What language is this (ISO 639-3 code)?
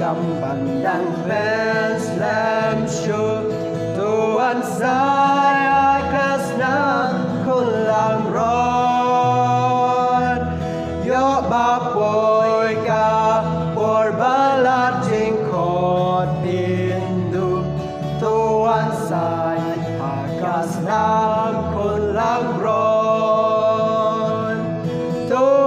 kha